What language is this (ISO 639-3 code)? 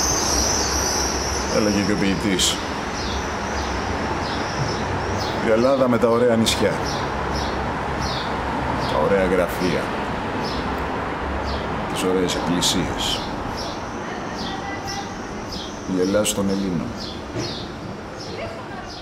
ell